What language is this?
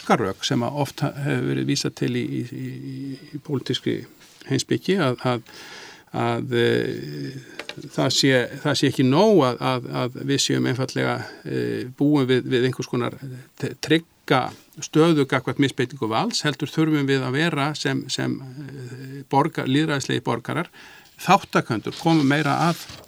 Icelandic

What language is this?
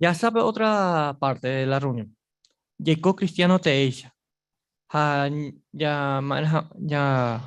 Guarani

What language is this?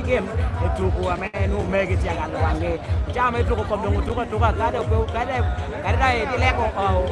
Lango (Uganda)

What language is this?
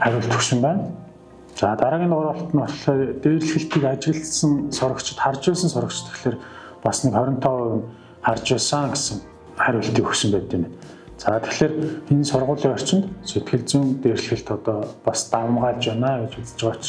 Mongolian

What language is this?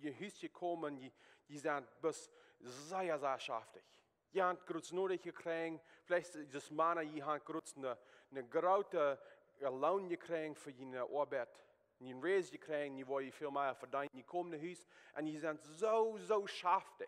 Plautdietsch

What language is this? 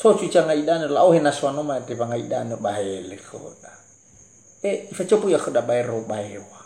Nias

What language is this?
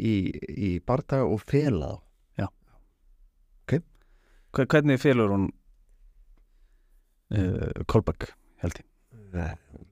Icelandic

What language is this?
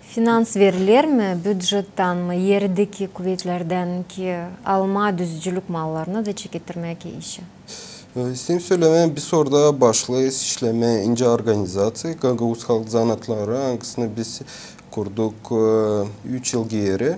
Gagauz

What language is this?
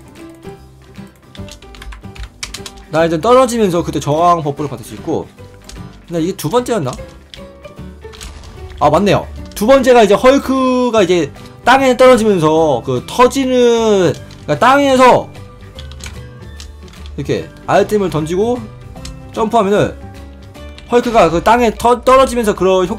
Korean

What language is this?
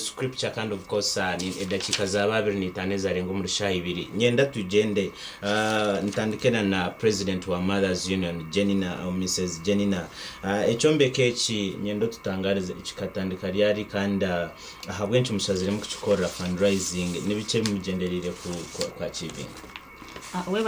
Nyankole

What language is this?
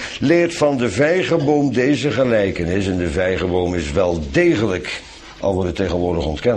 Dutch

